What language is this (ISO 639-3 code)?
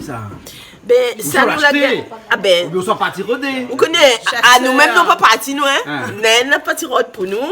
rcf